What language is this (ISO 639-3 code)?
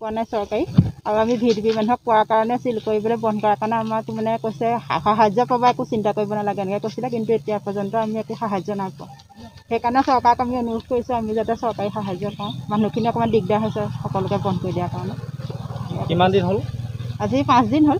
asm